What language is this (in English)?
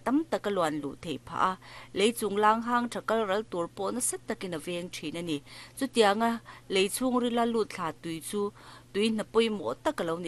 Mizo